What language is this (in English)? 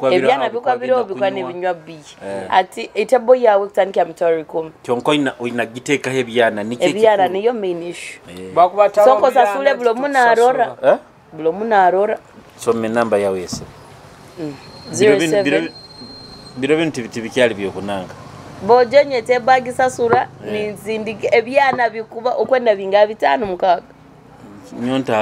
Nyoro